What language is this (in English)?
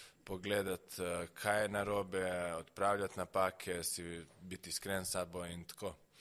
Slovenian